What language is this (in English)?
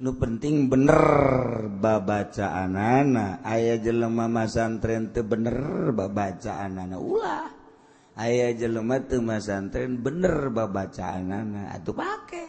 Sundanese